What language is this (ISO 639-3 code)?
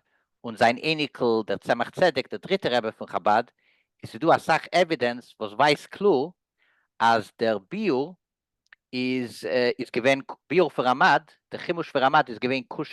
yid